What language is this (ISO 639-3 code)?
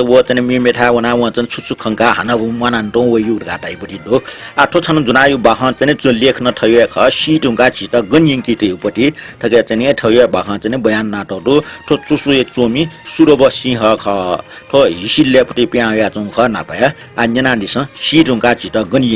new